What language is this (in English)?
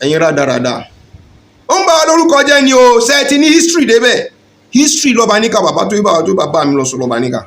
Yoruba